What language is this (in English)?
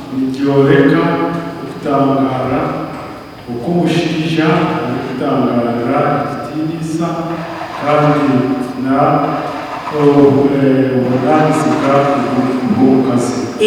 Nyankole